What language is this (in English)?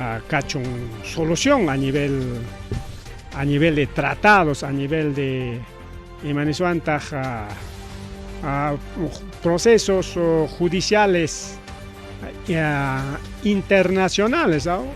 Ayacucho Quechua